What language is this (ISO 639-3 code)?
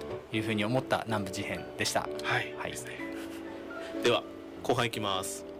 jpn